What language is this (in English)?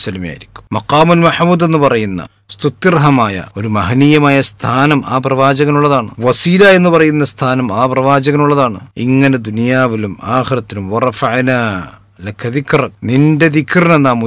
Malayalam